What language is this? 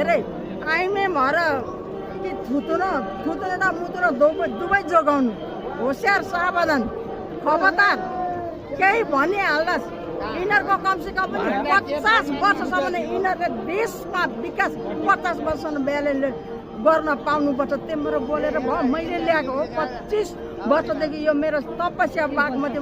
Nepali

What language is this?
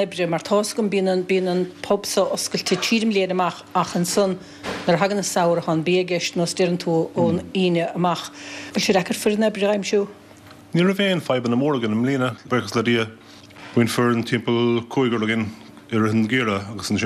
Irish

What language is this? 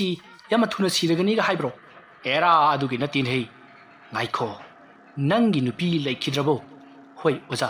Manipuri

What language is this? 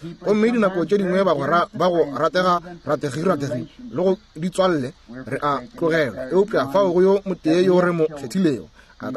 Northern Sotho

